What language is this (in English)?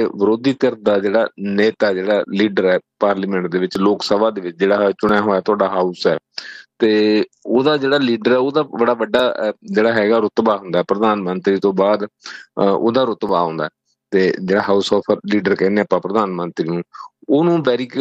Punjabi